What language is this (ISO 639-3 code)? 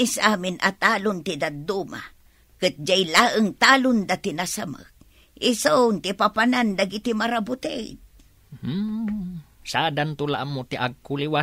ilo